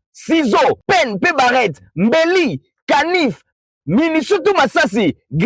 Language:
Lingala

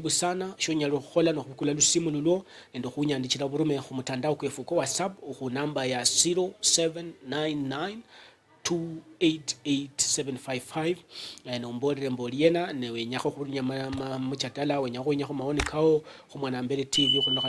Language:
Luyia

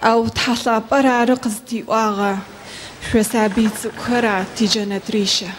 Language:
Adyghe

